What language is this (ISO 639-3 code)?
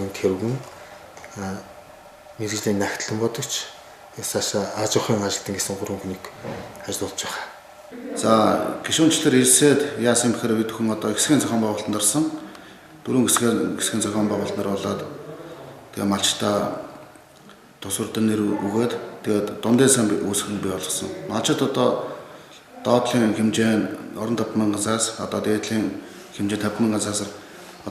mon